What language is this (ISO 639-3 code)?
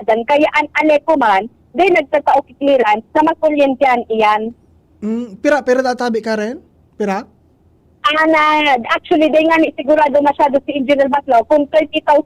bik